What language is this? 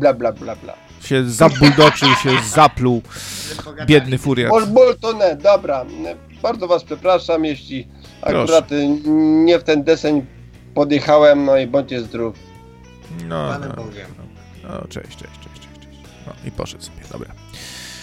Polish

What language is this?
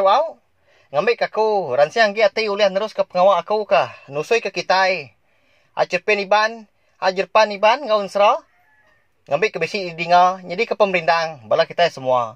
Iban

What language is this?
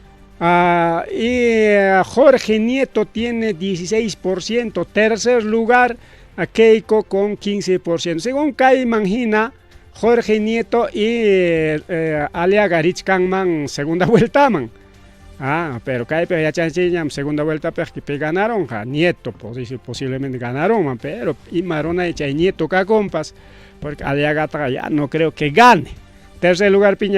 Ayacucho Quechua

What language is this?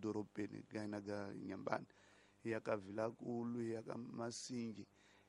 Tsonga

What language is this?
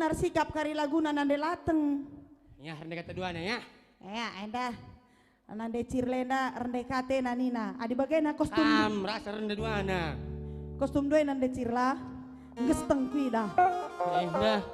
Batak Karo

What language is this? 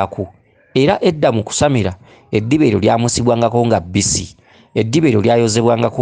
Ganda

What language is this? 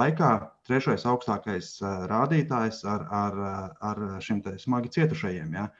Latvian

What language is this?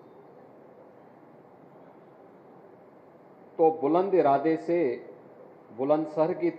Hindi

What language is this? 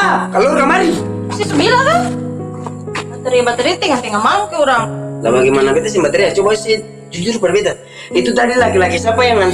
Ambonese Malay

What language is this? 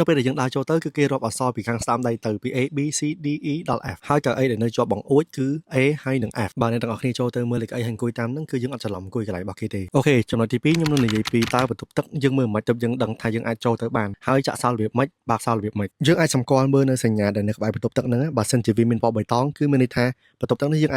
Khmer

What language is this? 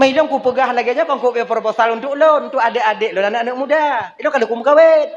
Achinese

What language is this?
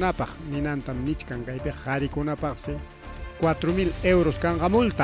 Ayacucho Quechua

